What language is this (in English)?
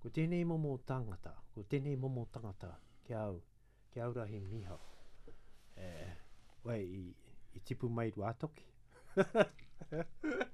Latvian